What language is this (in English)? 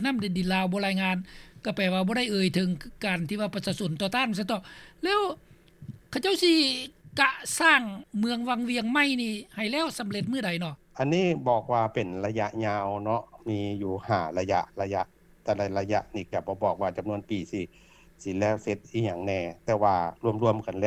Lao